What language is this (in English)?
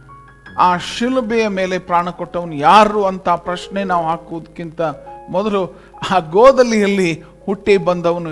Kannada